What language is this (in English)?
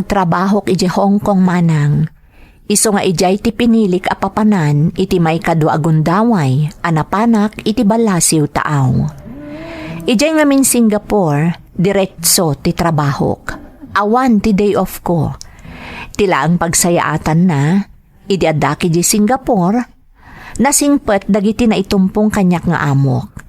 Iloko